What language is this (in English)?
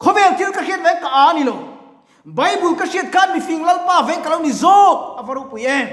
Mizo